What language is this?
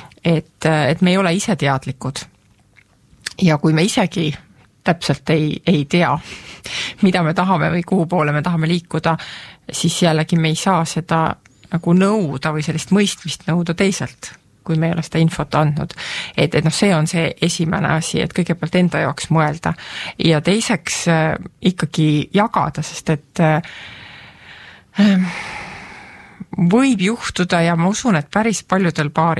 Estonian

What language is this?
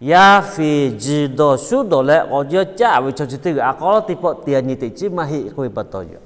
Lahu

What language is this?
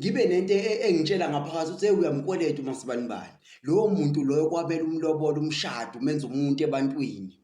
Zulu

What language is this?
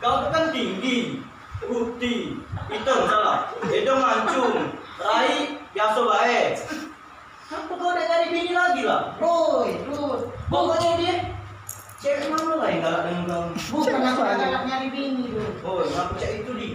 Musi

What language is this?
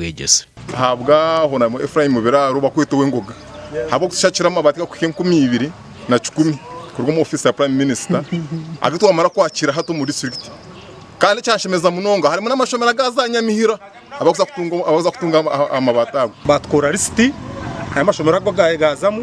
Nyankole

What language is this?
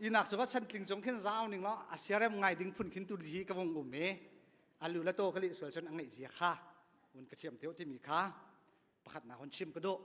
Hakha Chin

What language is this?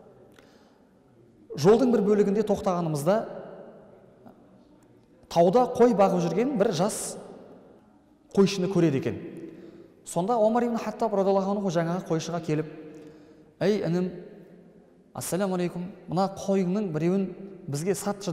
Kazakh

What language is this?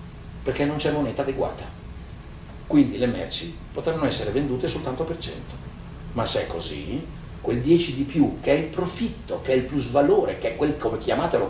Italian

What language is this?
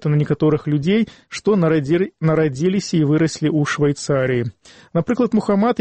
Belarusian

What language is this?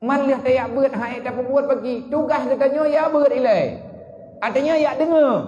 Achinese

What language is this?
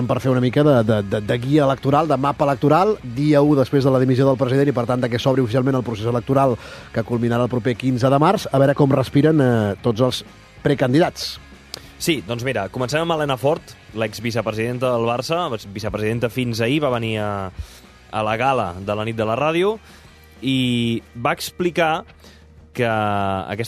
Catalan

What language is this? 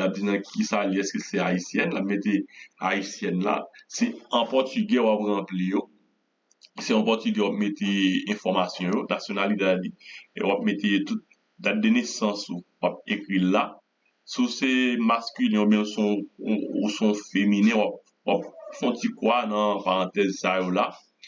Haitian Creole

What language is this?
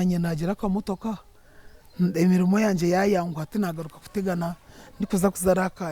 Nyankole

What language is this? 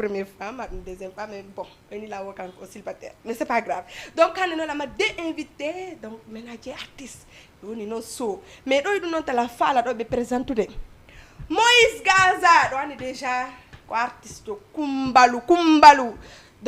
Fula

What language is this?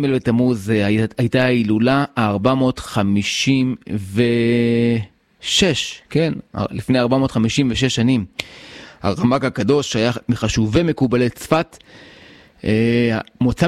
Hebrew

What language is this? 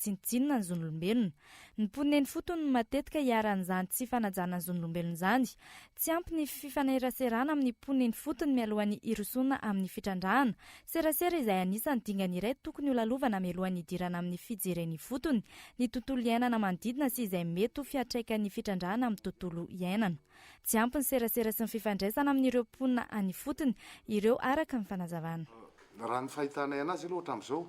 Malagasy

